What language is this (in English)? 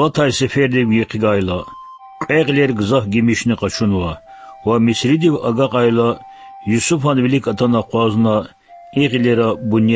Lezghian